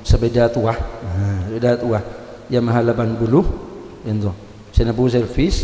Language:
Madurese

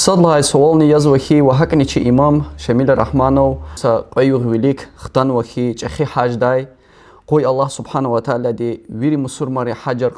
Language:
Lezghian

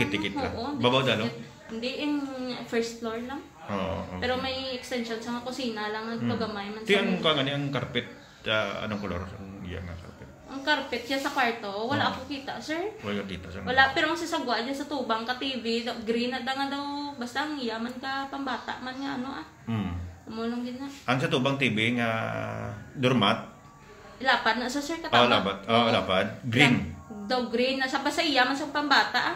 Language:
Hiligaynon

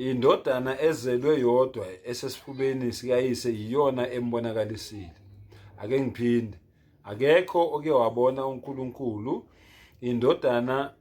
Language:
Zulu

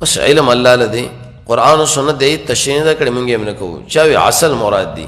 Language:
Pashto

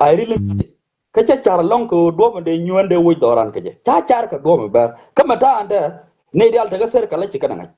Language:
Nuer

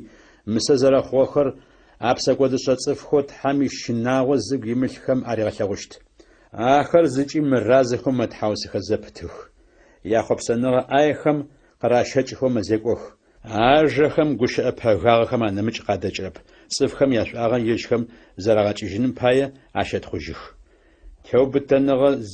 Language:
Adyghe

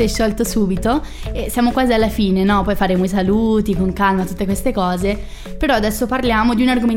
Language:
Italian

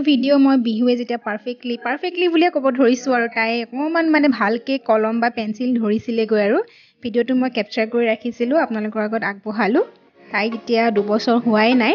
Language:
Assamese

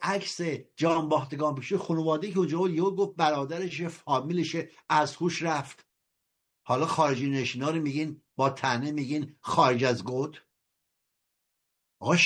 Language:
Persian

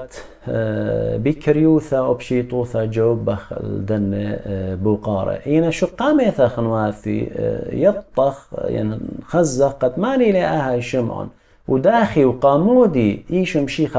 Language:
Assyrian Neo-Aramaic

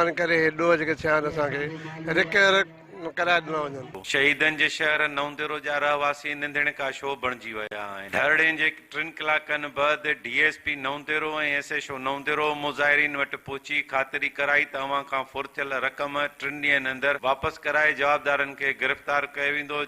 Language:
Sindhi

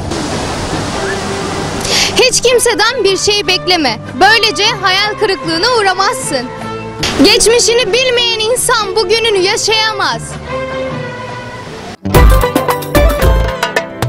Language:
Turkish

